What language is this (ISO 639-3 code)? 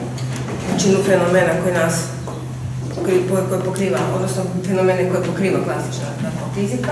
hrv